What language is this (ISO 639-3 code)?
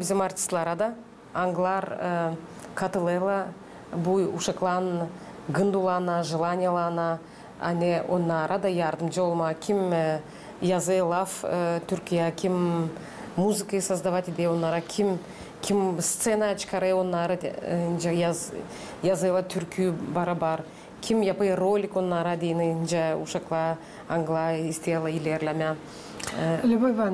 gag